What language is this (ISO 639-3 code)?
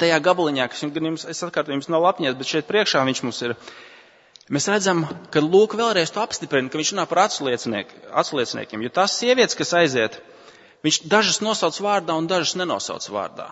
lav